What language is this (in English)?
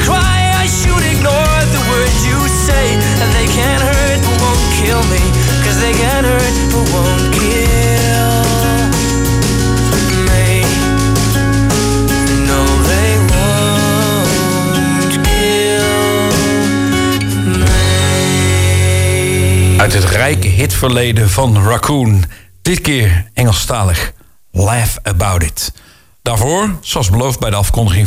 Dutch